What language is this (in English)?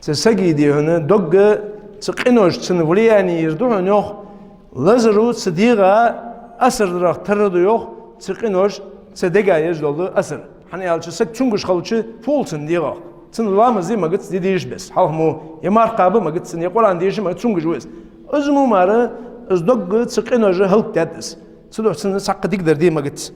Ingush